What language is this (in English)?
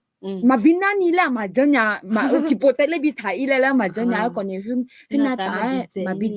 Akha